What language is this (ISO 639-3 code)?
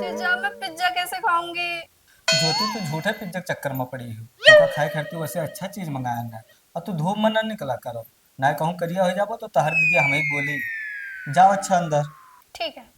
awa